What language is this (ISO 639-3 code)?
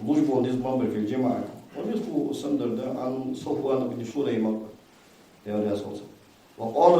inh